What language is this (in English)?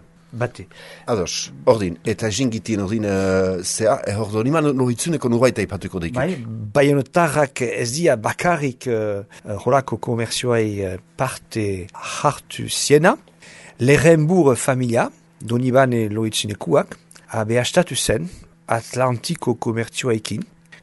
Basque